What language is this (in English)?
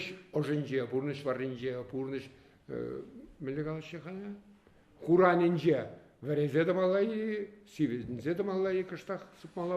Chuvash